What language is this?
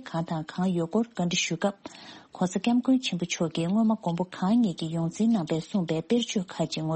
Tibetan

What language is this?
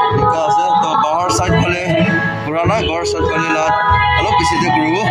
Naga Pidgin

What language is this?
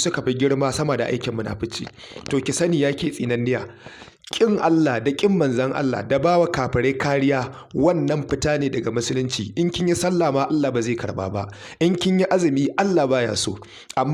Hausa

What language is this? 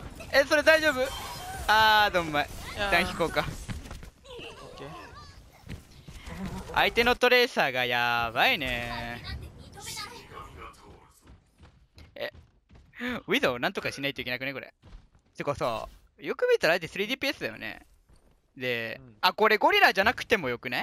Japanese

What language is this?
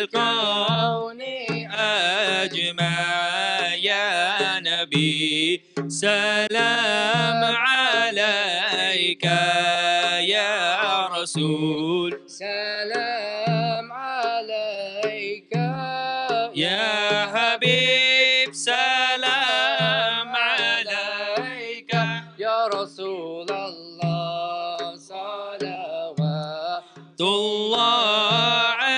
Arabic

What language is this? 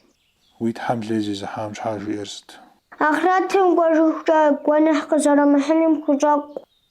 Kabardian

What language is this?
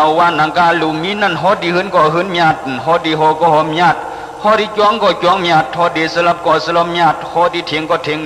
Shan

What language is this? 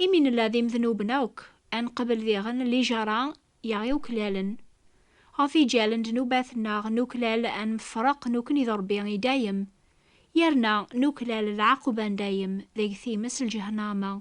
Kabyle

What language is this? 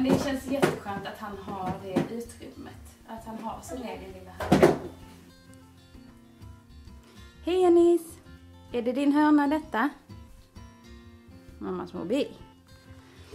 Swedish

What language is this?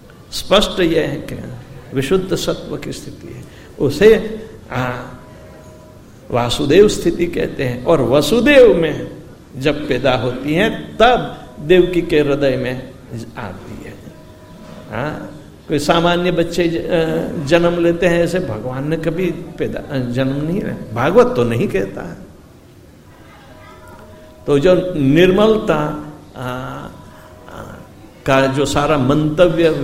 Hindi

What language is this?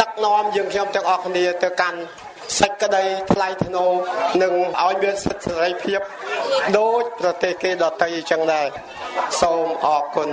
Khmer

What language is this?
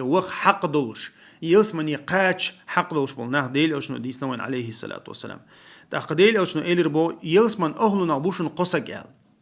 Chechen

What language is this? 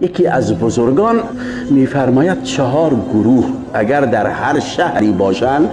Tajik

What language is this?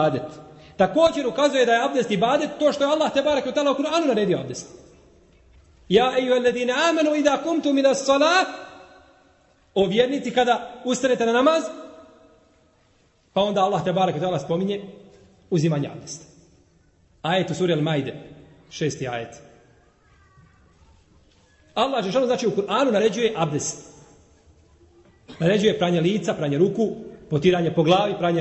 Bosnian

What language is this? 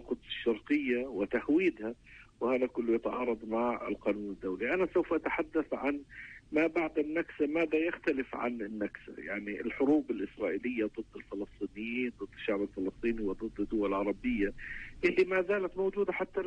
North Levantine Arabic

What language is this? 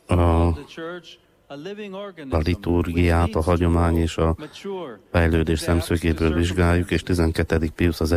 Hungarian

